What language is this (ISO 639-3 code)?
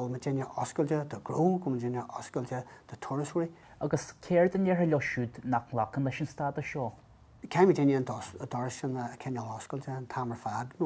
gle